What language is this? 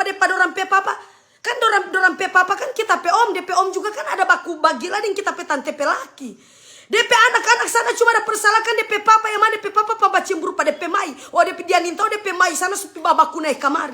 Manado Malay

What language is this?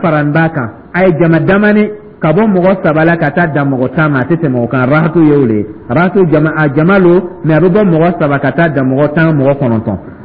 Dyula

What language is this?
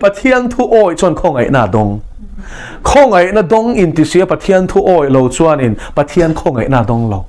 Mizo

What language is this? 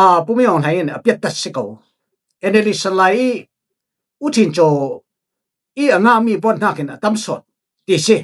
Falam Chin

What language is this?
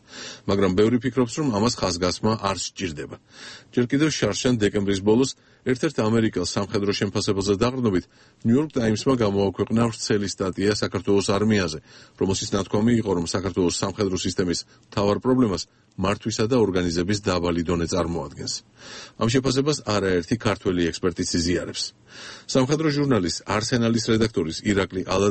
Georgian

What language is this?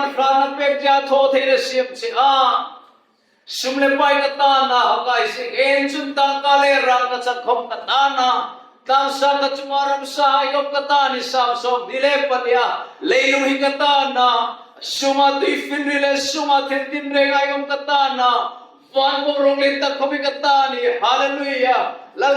Hmar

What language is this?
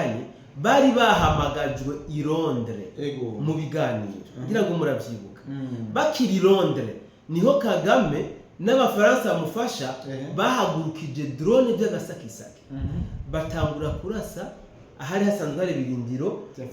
Rundi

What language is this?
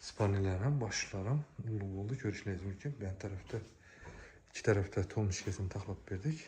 Uzbek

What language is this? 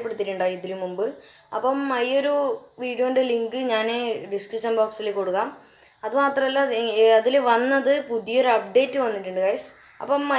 Malayalam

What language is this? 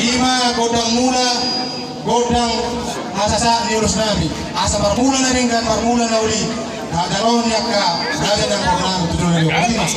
Batak Toba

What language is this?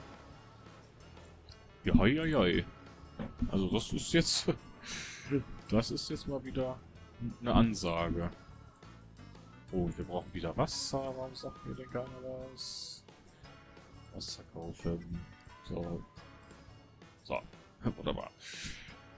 German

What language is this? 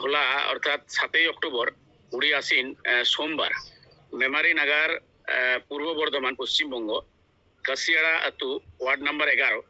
Santali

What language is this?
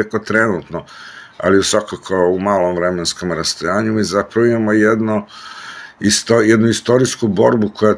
Serbian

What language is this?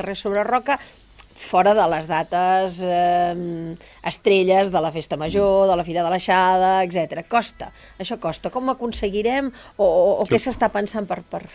Catalan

